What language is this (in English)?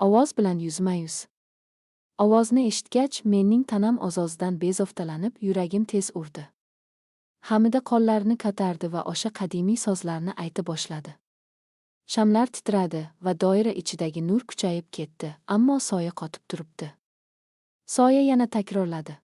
Uzbek